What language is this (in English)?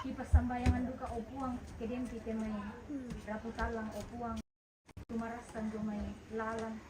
Toraja-Sa'dan